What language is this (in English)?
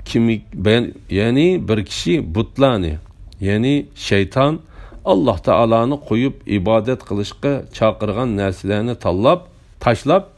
Uyghur